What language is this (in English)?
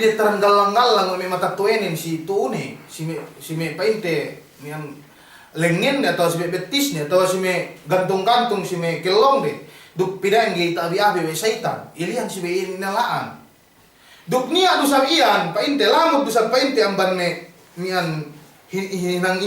Yakan